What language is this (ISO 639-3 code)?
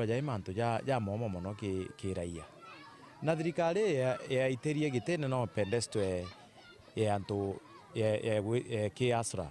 mer